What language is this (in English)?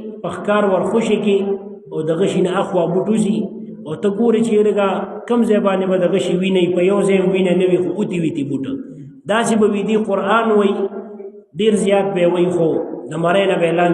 Pashto